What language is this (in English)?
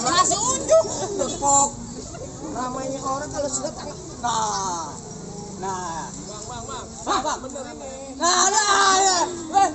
Betawi